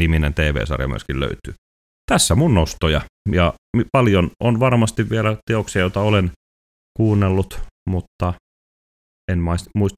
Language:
Finnish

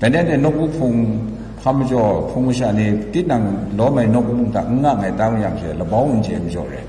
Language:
Kachin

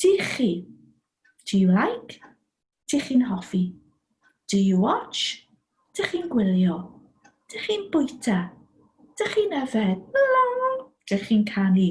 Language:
Welsh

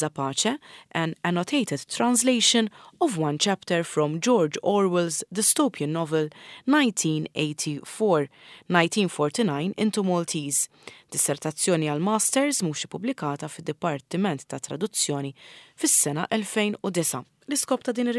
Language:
Maltese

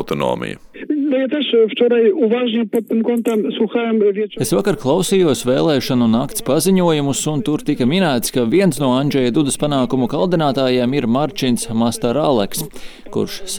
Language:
Latvian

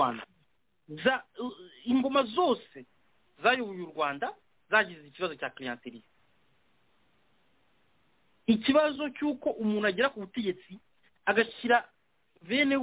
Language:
Kinyarwanda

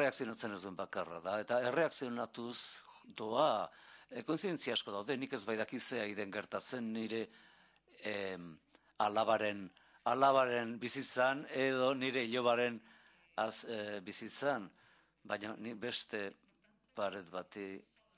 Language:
Basque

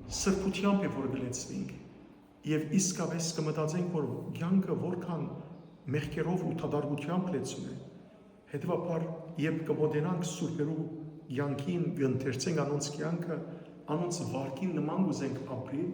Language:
Western Armenian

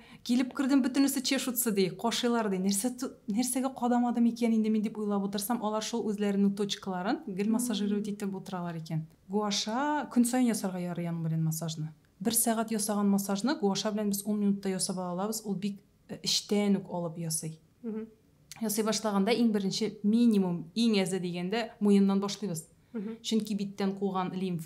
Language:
Tatar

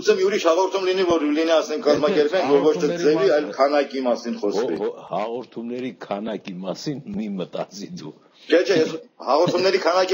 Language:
Armenian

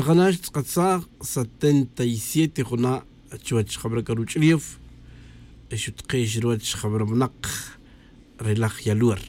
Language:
Tz'utujil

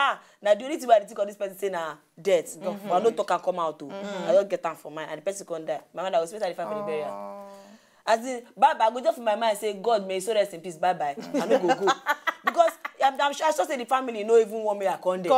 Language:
Nigerian Pidgin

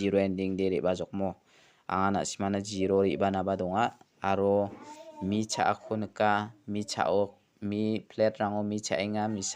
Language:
Garo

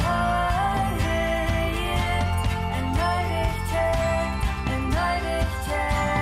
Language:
Plautdietsch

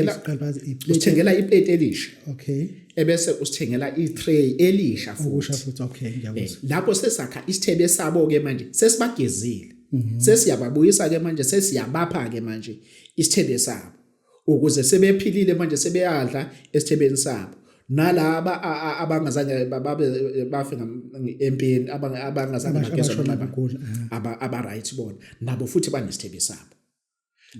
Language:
Zulu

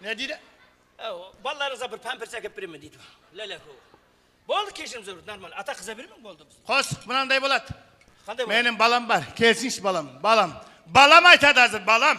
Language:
Kara-Kalpak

